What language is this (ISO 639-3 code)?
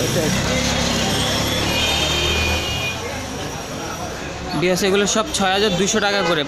ben